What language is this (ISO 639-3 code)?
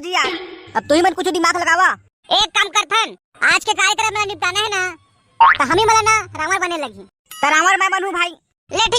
hne